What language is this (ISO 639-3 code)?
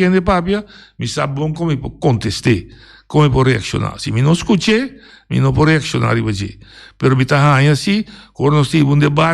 pap